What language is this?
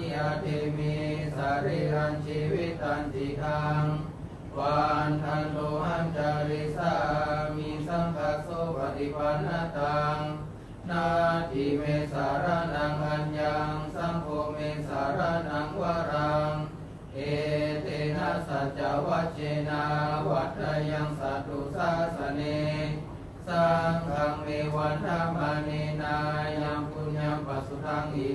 Pali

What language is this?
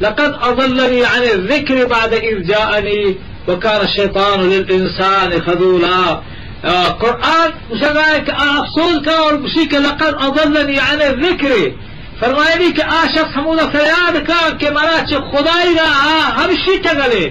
Eastern Balochi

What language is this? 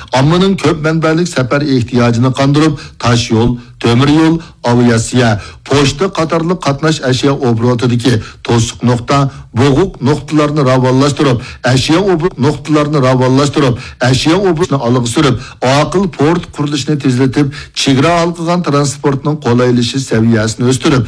Uyghur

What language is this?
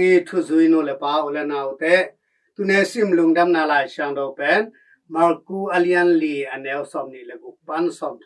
Tedim Chin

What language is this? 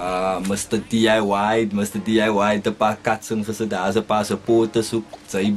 Afrikaans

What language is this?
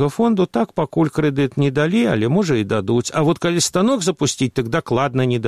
Belarusian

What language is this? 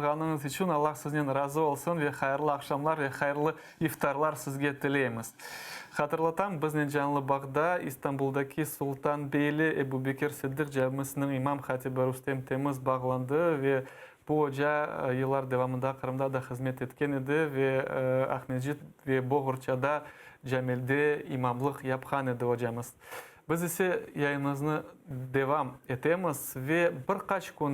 Crimean Tatar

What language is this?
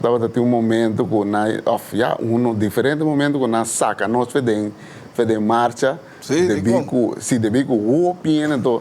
Papiamento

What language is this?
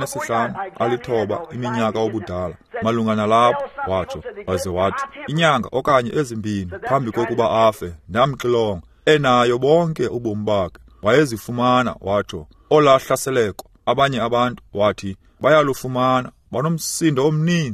Xhosa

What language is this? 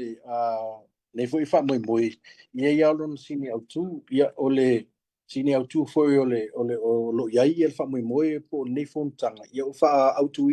Samoan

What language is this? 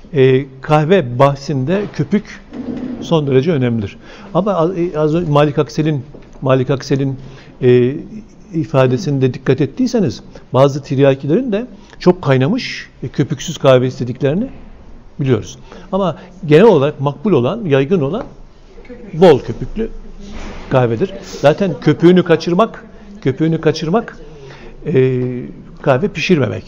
Turkish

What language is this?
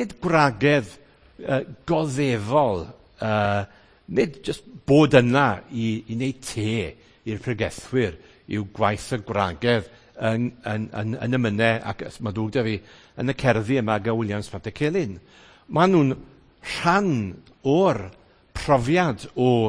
Welsh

